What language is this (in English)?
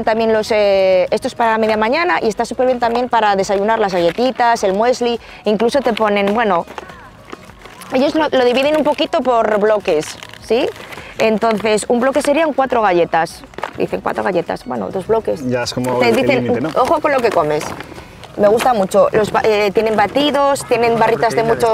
Spanish